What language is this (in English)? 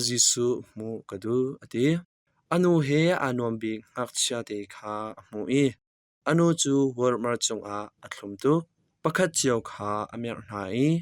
Hakha Chin